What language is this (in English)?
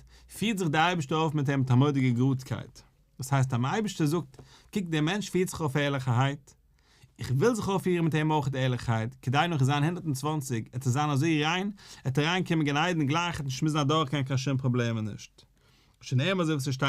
Yiddish